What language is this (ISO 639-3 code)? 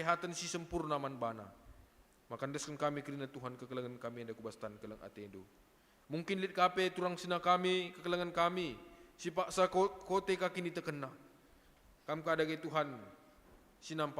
btx